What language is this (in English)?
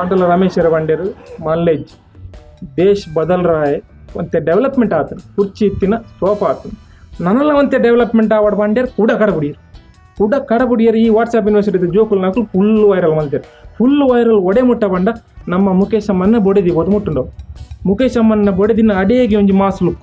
Tulu